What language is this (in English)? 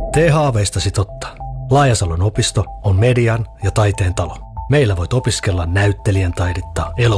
Finnish